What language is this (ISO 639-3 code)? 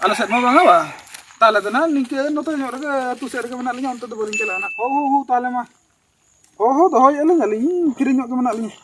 sat